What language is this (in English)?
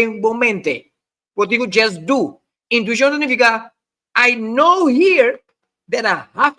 Papiamento